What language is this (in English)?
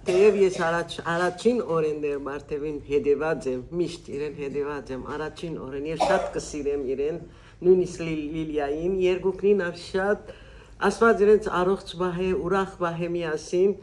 Western Armenian